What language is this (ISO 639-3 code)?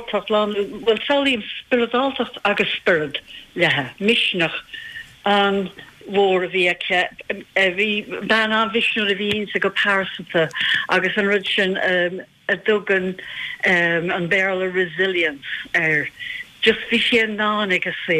gle